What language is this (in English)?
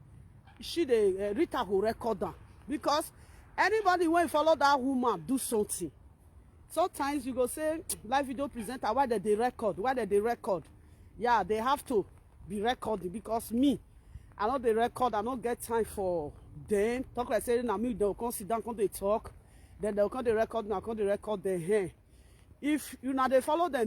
Nigerian Pidgin